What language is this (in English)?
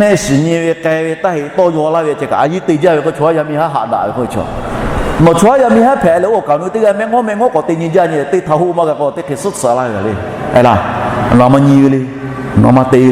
Lahu